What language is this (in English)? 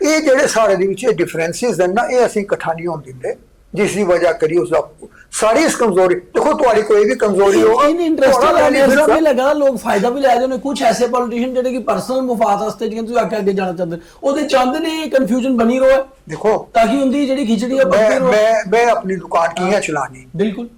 Dogri